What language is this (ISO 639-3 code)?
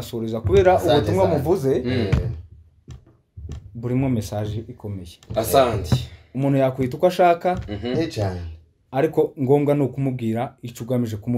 kin